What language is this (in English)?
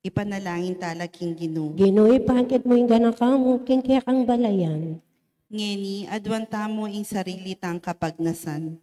Pampanga